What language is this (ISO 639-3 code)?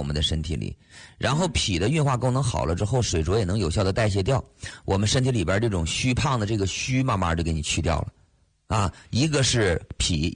zho